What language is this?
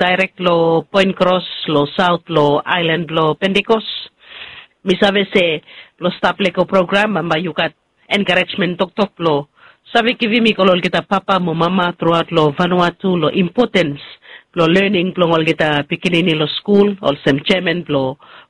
Bislama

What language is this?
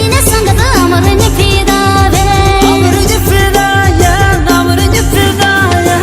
Santali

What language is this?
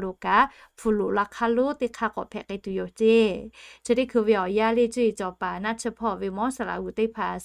Lahu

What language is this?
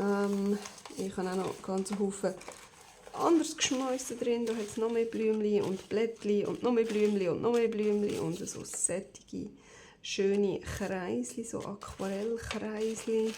Swiss German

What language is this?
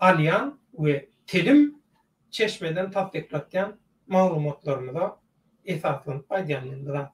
Turkmen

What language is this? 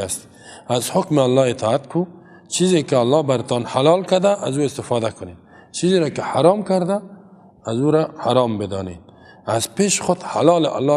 Persian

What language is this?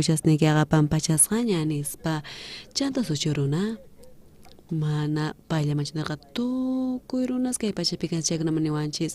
South Bolivian Quechua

